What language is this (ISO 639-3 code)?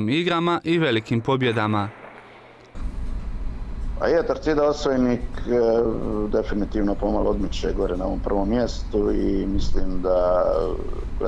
hrv